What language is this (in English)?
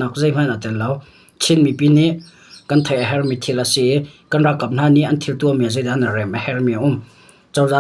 Hakha Chin